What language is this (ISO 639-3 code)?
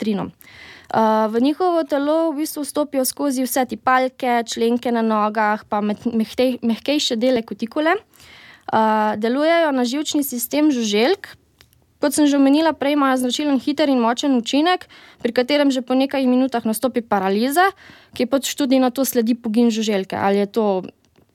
slv